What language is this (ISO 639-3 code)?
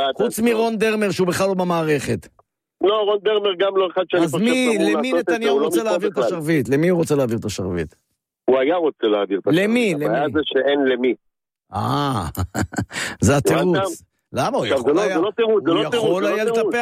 heb